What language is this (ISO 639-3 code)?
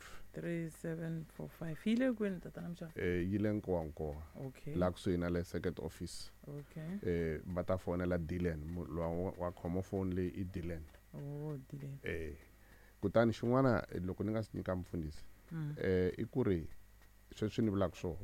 tso